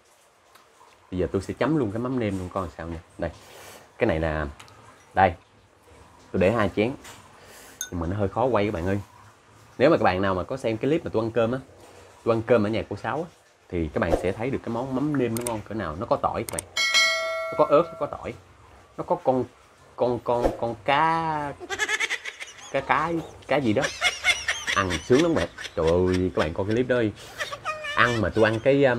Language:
Vietnamese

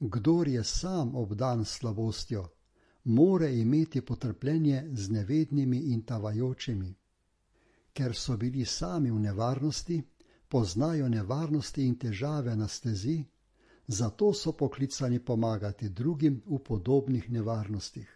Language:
Slovenian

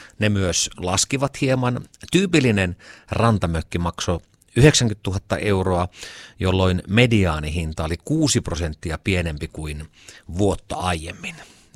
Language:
Finnish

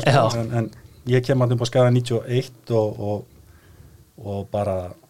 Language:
Icelandic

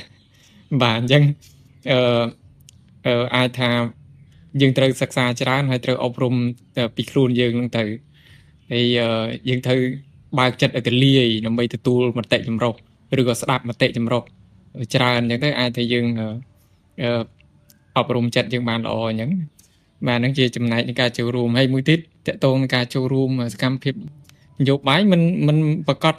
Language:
Khmer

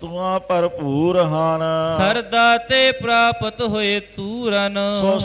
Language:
Punjabi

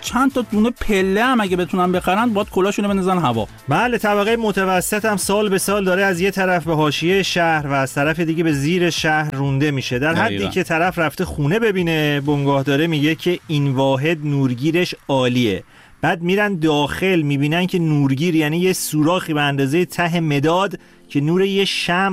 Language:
Persian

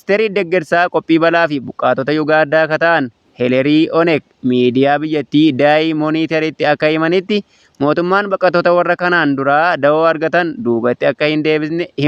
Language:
Oromo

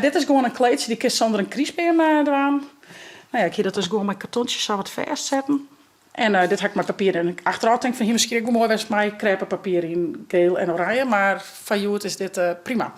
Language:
Western Frisian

